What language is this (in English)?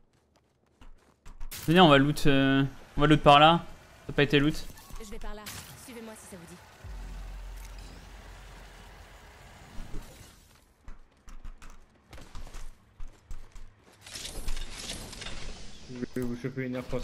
French